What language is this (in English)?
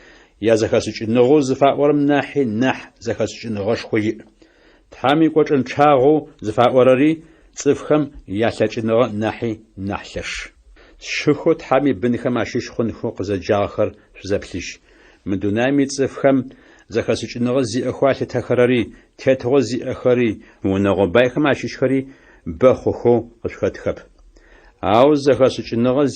Adyghe